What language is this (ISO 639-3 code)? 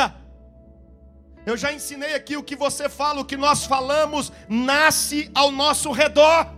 por